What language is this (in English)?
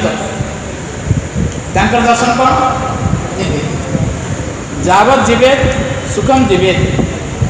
Odia